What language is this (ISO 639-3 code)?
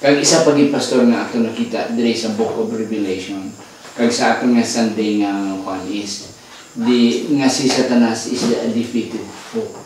hil